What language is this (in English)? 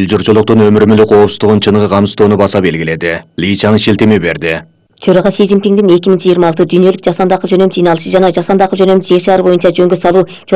Kyrgyz